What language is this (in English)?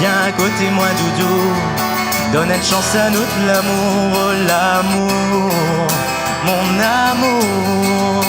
Réunion Creole French